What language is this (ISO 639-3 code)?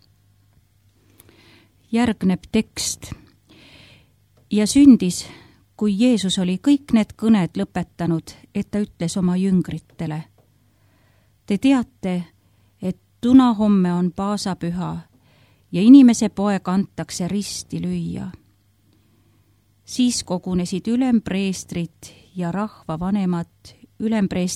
est